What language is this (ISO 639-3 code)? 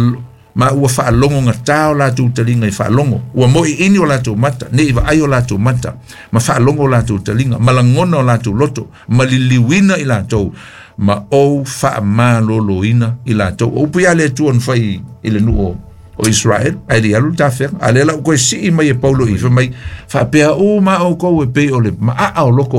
smo